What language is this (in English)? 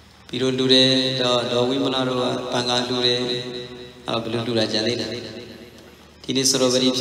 Burmese